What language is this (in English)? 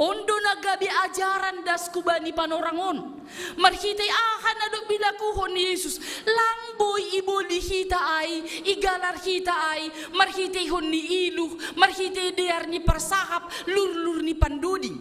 Batak Simalungun